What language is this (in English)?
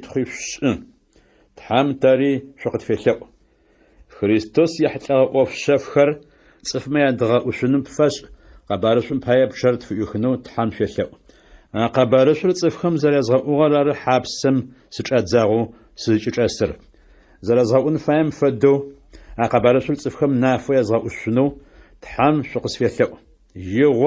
Adyghe